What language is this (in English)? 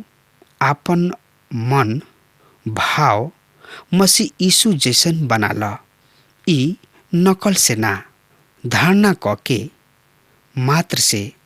Bhojpuri